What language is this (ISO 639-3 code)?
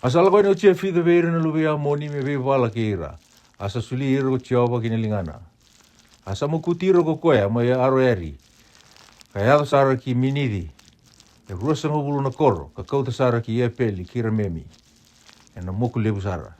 fij